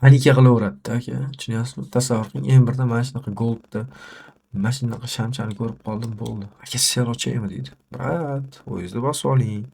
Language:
Uzbek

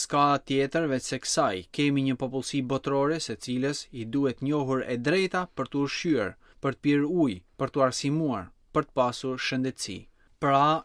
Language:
Albanian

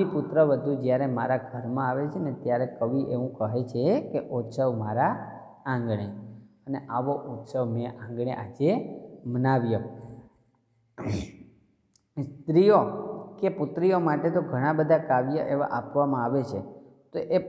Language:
Gujarati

